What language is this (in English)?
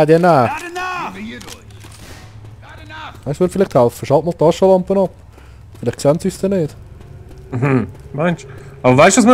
Swiss German